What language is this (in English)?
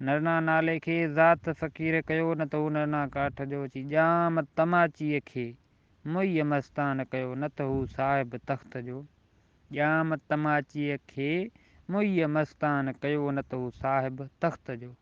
Sindhi